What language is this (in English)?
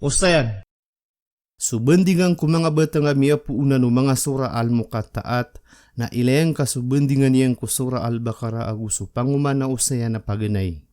Maranao